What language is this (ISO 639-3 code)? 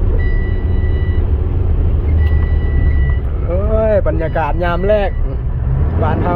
lao